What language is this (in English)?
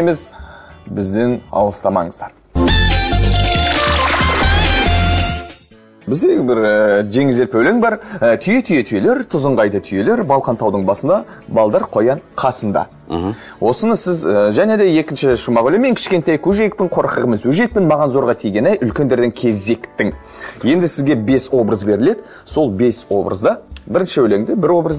Kazakh